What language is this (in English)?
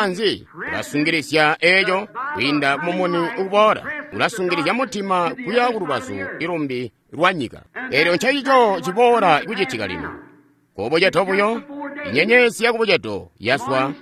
Tonga (Zambia)